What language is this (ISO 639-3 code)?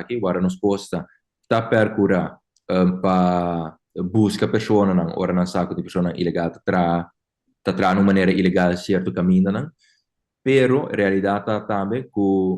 pap